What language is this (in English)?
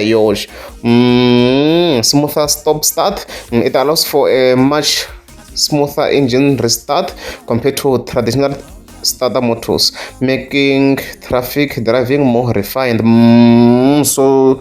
Tsonga